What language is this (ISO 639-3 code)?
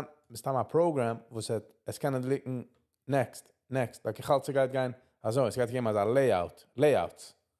yid